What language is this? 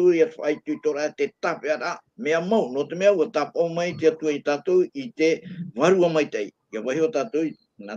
Tahitian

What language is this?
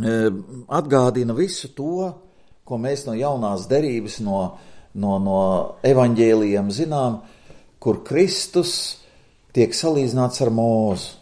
Latvian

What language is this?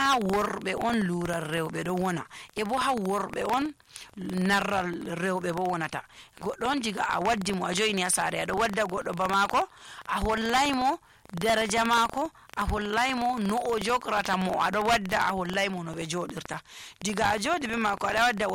Nigerian Fulfulde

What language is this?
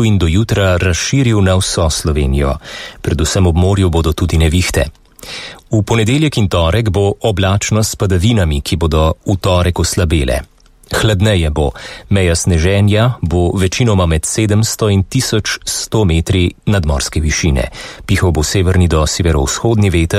Slovenian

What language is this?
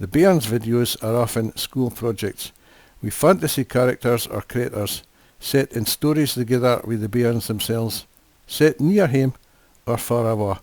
Scots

